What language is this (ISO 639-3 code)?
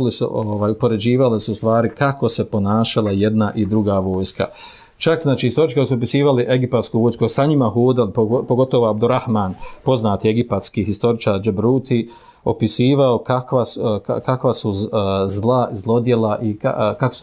bos